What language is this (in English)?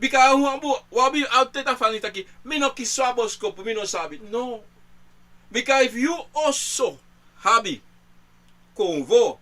Sranan Tongo